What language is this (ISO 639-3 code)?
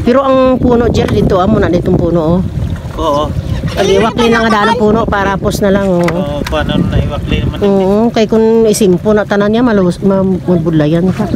hil